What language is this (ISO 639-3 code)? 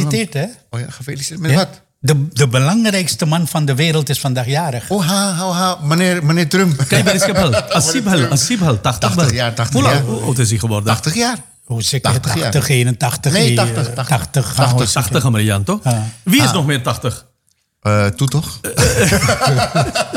nld